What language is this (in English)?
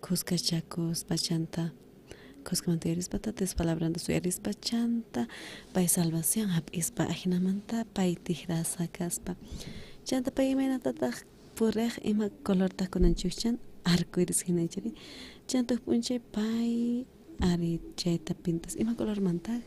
South Bolivian Quechua